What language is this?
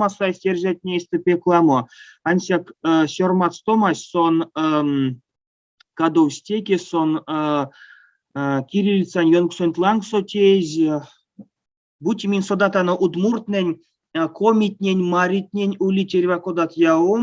Erzya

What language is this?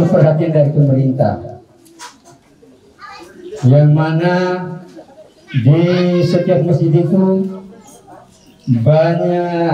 Indonesian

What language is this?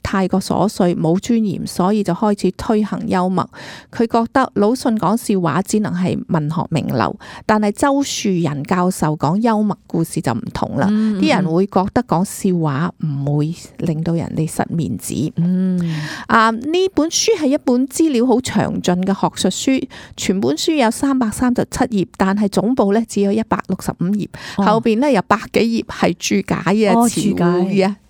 Cantonese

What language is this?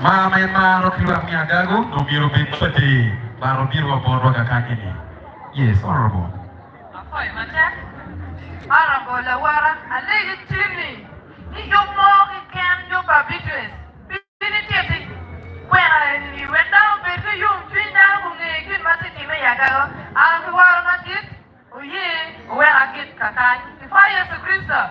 Acoli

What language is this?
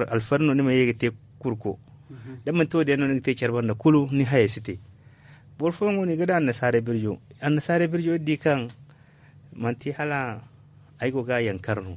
Zarma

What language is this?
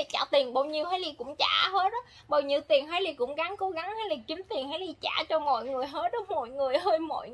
Vietnamese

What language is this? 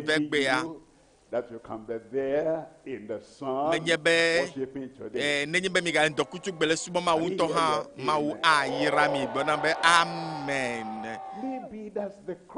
Ewe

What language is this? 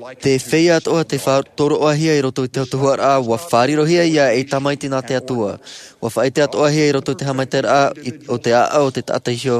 Tahitian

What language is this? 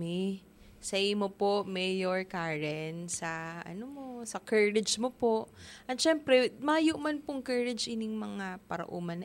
Bikol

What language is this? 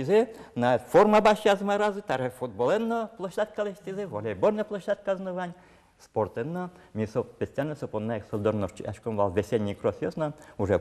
Udmurt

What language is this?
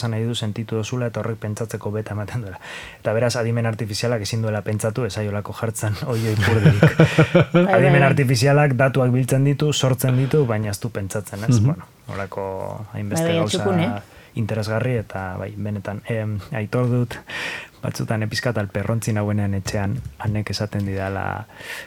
Basque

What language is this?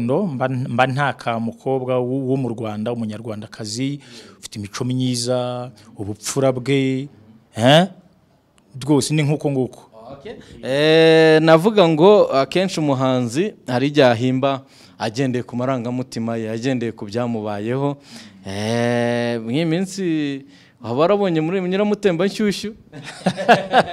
Kinyarwanda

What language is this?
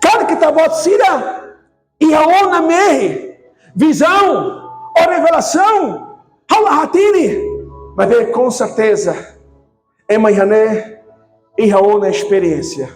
Tetum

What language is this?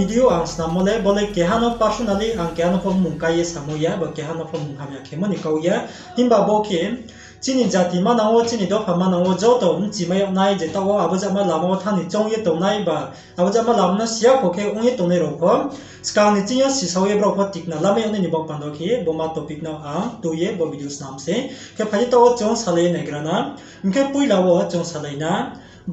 Riang (India)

